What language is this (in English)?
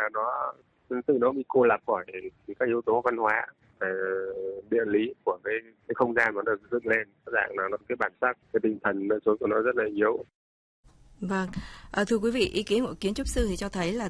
Vietnamese